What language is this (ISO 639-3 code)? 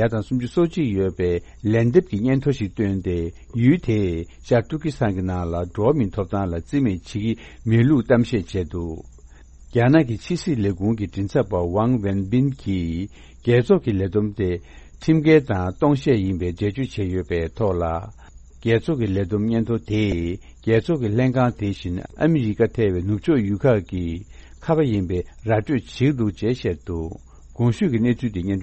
bod